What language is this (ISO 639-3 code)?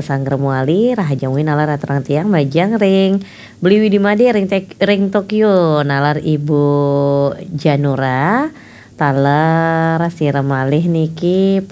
ban